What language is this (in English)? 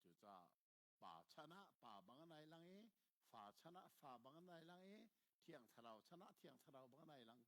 Hakha Chin